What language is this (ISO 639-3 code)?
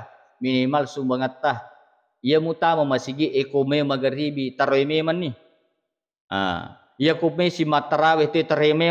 bug